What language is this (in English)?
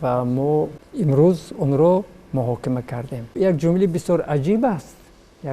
Tajik